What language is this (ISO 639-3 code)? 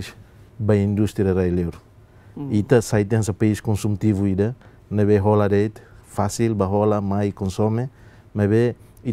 tet